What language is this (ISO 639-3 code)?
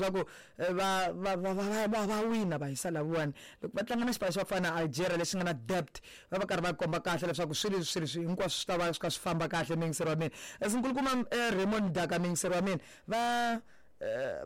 tso